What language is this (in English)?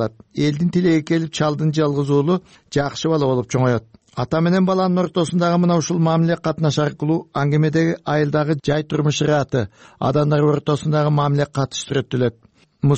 Kyrgyz